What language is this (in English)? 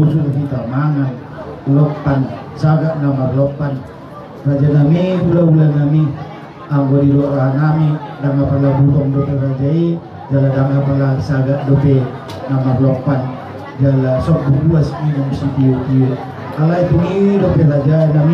Batak Toba